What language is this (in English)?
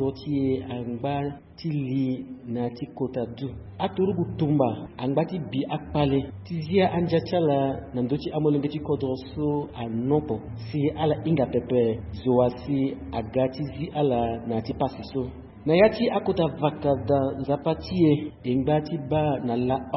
Sango